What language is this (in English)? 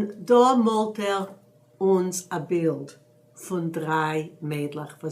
Yiddish